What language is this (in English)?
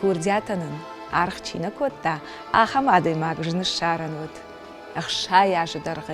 Ossetic